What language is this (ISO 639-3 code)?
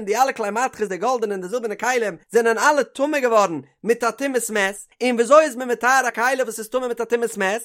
yid